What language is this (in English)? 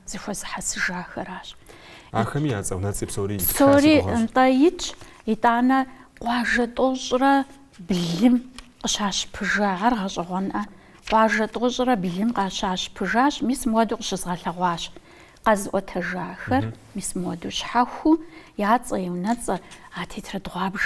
Kabardian